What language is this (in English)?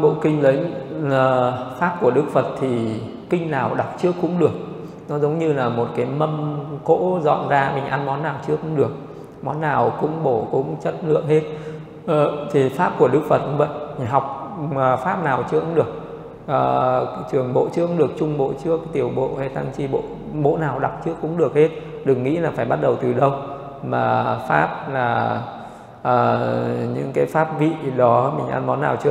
Vietnamese